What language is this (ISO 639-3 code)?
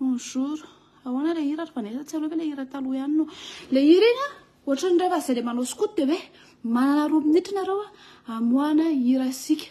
mlg